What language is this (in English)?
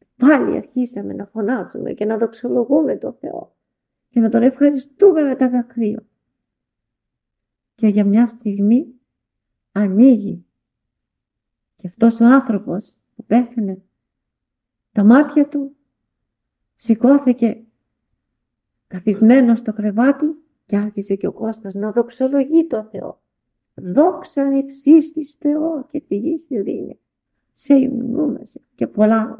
Greek